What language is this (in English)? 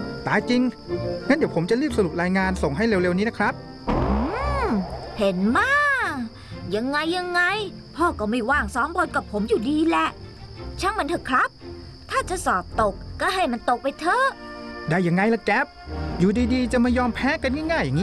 Thai